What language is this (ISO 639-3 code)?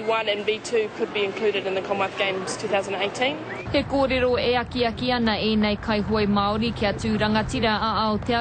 mri